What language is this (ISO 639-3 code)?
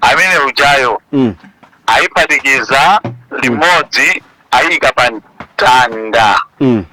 nya